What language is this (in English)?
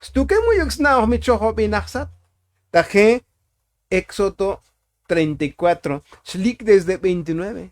Tzotzil